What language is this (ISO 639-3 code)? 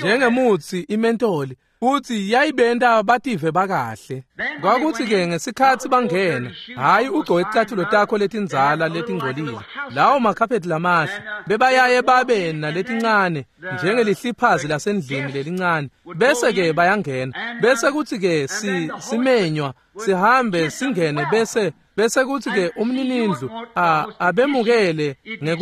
ssw